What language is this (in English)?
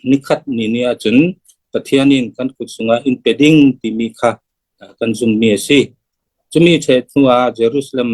Falam Chin